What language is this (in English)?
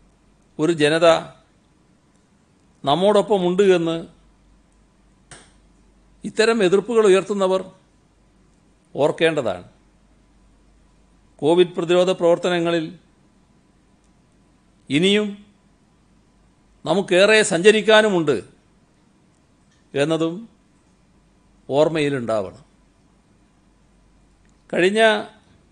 Malayalam